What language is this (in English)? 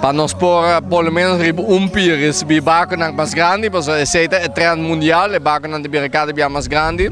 Papiamento